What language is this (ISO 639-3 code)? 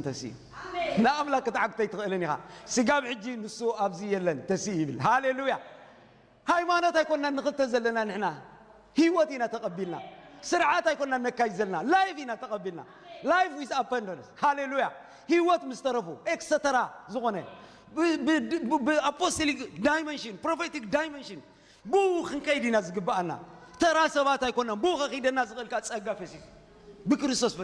tir